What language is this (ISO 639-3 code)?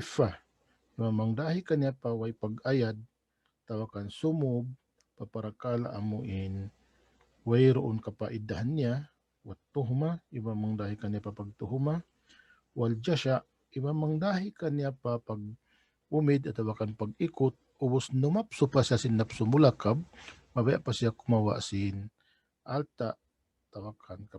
tsg